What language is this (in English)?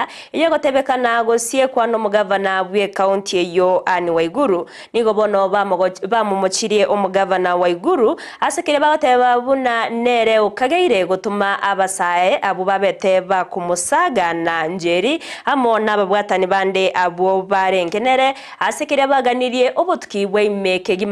Gusii